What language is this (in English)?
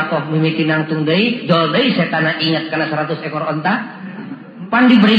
Sundanese